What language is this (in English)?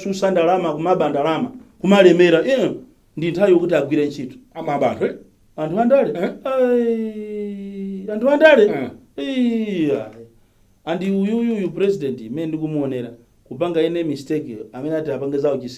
Nyanja